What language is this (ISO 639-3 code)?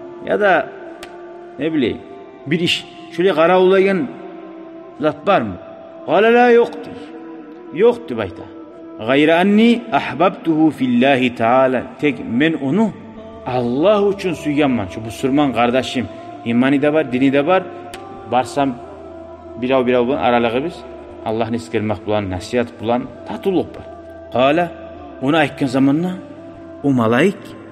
kum